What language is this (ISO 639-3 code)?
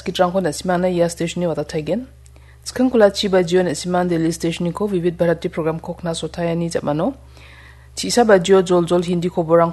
grt